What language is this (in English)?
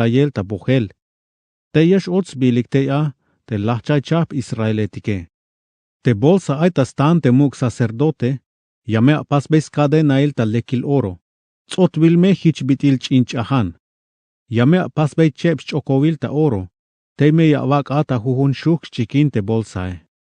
Tzeltal